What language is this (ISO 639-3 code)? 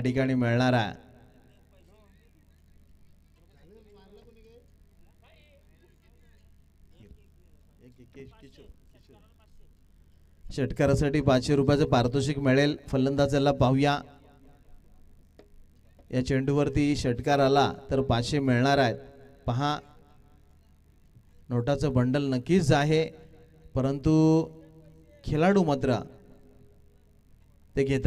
mar